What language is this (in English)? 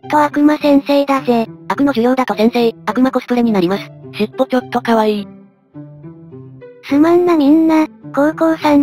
Japanese